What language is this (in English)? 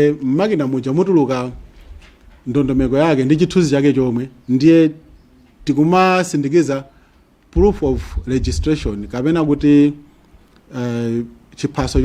Nyanja